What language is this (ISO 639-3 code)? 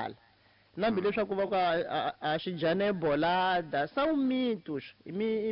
tso